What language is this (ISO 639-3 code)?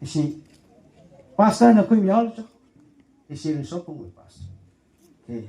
nmf